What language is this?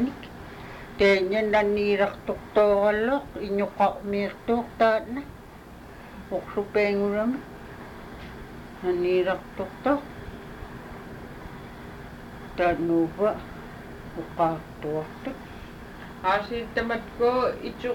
Inupiaq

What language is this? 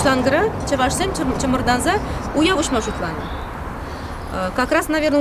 Chuvash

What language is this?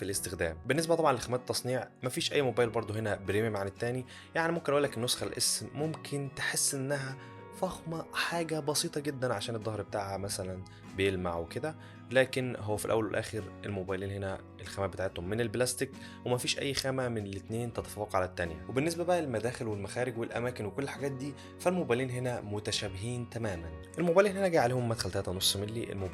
Egyptian Arabic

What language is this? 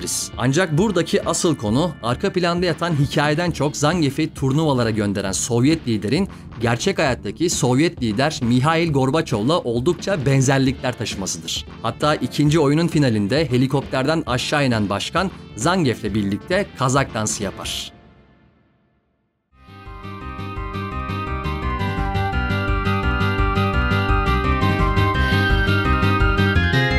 Turkish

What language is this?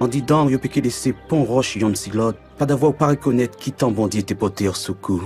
Guadeloupean Creole French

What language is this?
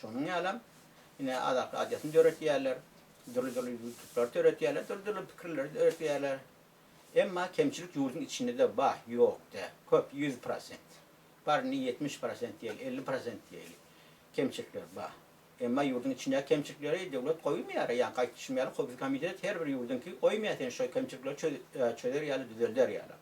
Turkmen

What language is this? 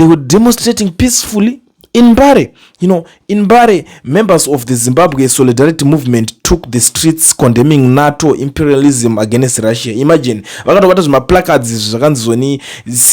Shona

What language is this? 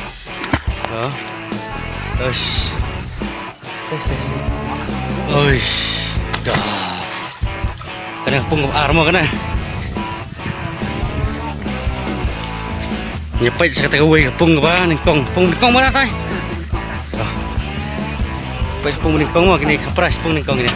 Khasi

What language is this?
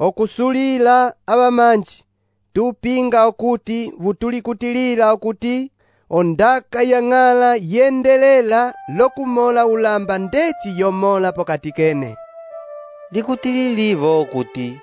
Umbundu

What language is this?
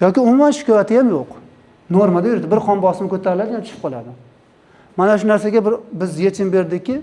Uzbek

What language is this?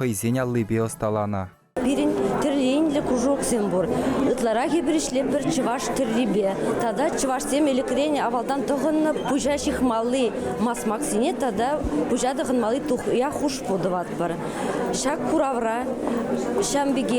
Chuvash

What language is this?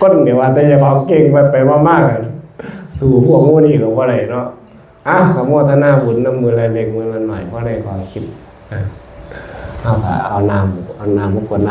Northeastern Thai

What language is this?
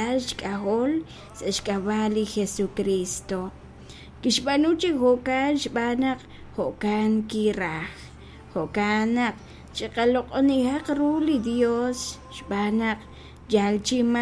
Kekchí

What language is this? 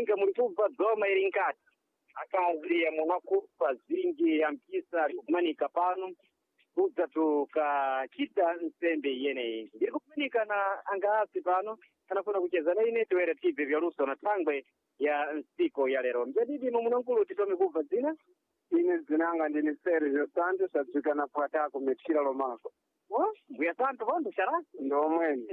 Sena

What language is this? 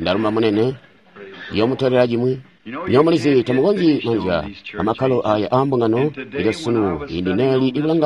Tonga (Zambia)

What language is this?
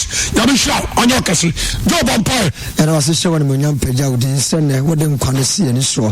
Akan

